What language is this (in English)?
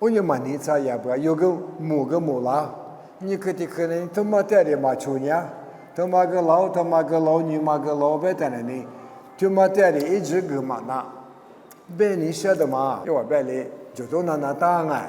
Lisu